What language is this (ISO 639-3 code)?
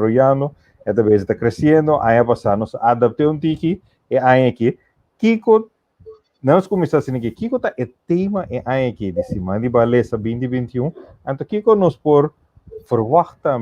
pap